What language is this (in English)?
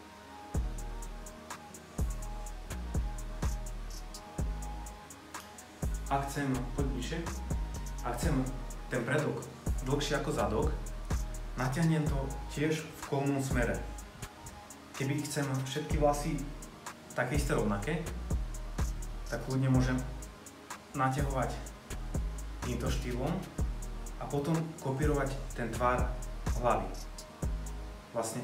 Slovak